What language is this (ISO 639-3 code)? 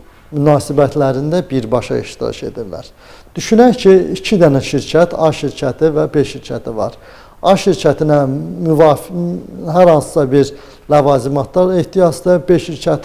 aze